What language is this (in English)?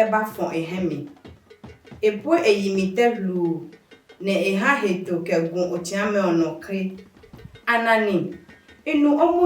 Adangme